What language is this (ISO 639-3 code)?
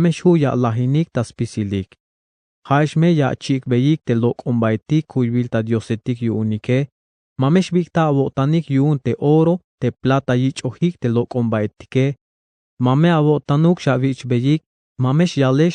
tzh